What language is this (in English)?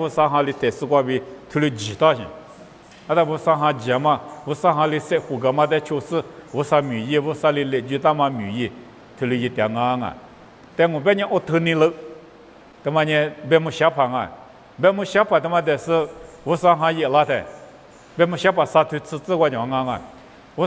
Lisu